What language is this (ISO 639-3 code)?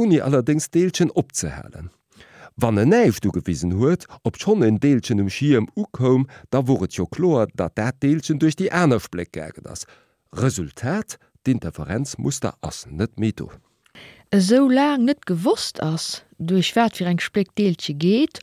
ltz